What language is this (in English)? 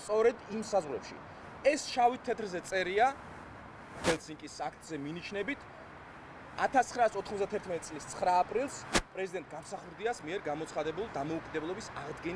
Georgian